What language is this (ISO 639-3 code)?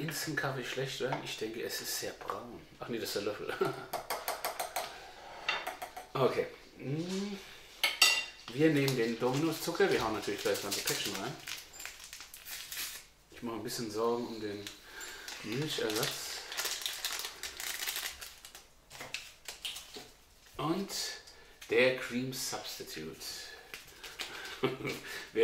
deu